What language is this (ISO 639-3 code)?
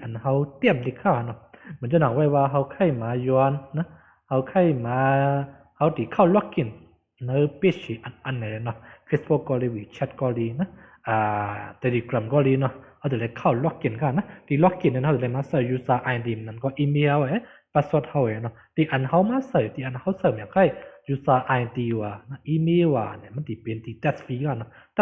shn